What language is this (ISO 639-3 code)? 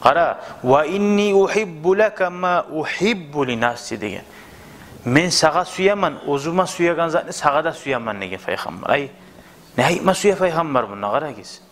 kum